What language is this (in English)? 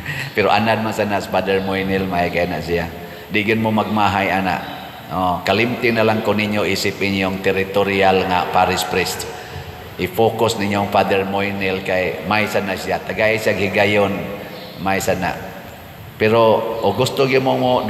Cebuano